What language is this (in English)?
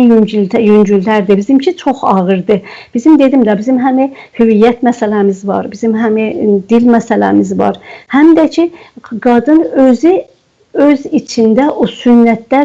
South Azerbaijani